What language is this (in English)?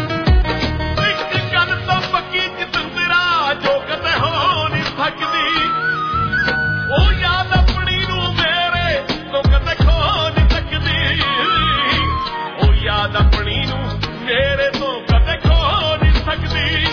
Punjabi